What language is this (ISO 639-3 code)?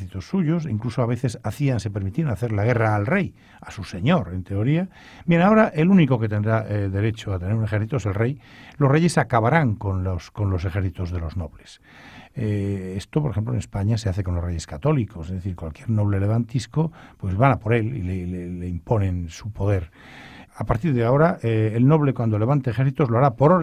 spa